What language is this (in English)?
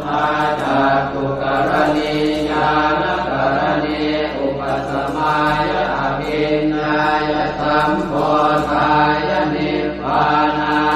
Pali